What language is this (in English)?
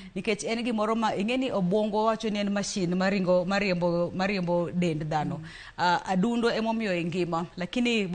Luo (Kenya and Tanzania)